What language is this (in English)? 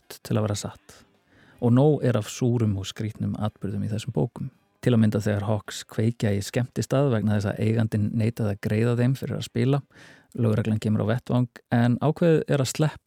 Icelandic